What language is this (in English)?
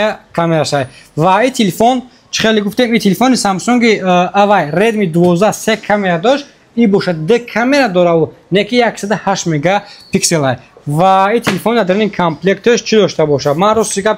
Tajik